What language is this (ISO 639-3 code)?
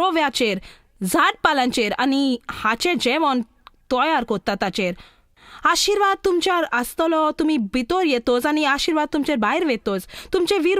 kok